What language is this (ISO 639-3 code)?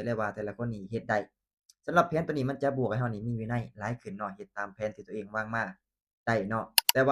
lao